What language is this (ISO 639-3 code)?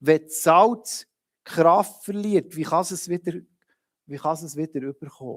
gsw